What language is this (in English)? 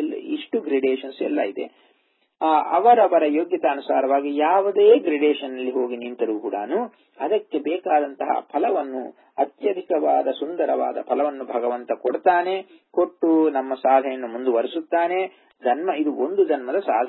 Kannada